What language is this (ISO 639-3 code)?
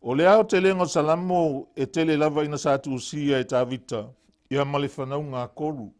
smo